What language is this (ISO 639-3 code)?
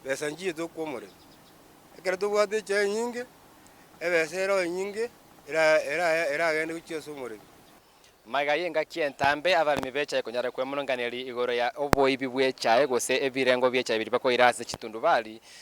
guz